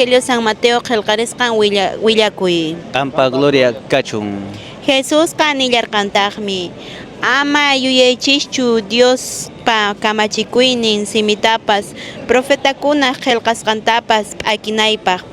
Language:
Quechua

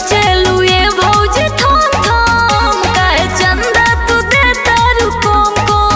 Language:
Bhojpuri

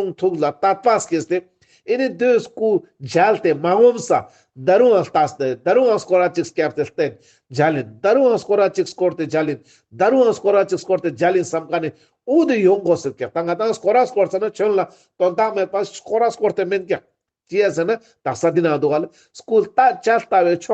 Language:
Ladakhi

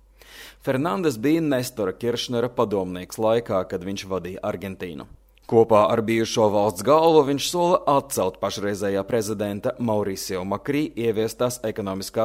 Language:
Latvian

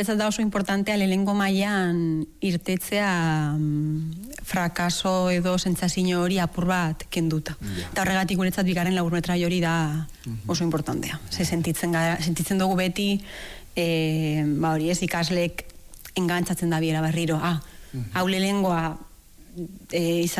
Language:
Basque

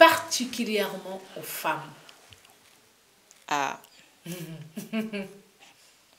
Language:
French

